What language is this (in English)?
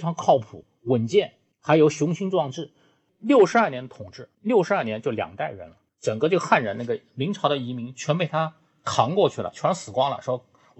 Chinese